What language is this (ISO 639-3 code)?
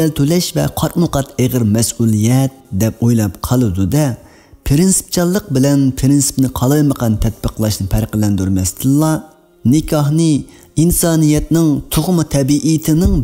uig